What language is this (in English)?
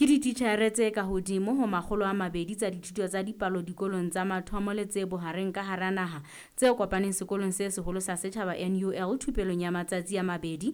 Southern Sotho